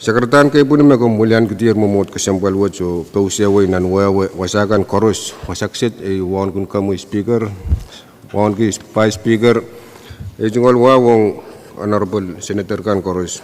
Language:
Pohnpeian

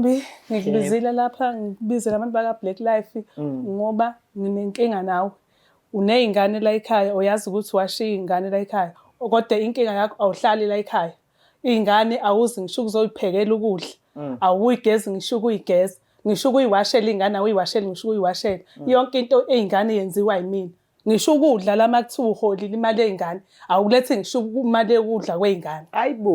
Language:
Zulu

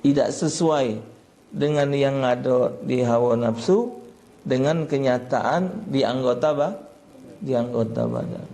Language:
Musi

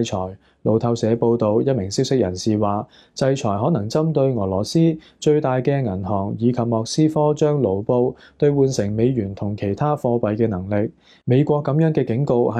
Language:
Cantonese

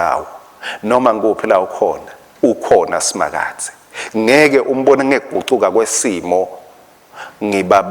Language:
Swati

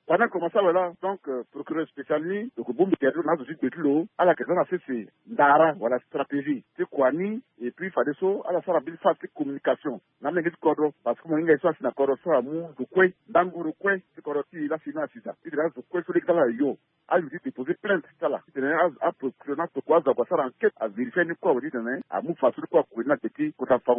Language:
Sango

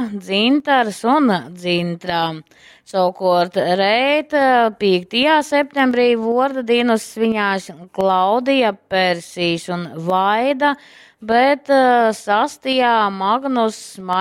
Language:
Latgalian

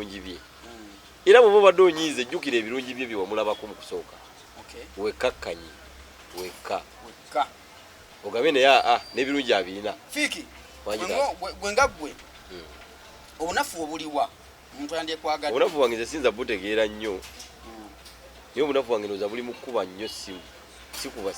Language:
Ganda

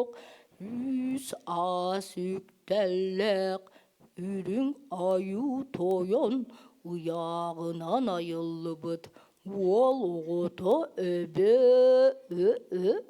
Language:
Yakut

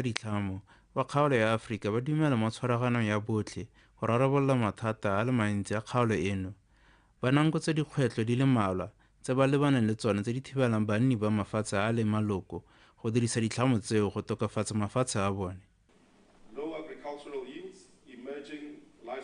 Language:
Tswana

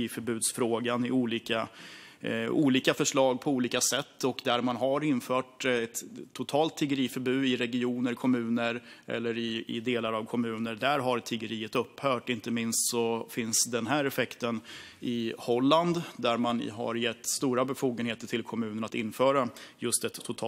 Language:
Swedish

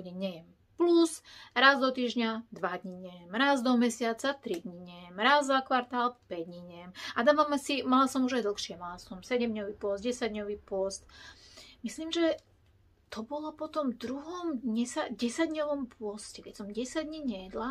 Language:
Slovak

